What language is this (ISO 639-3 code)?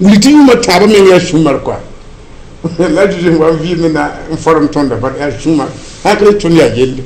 mos